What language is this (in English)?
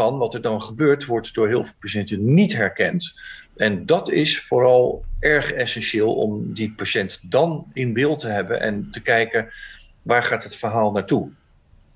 Dutch